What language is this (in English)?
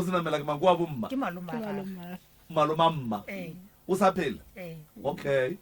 Northern Sotho